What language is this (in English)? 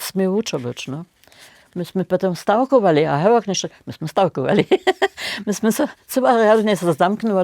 Upper Sorbian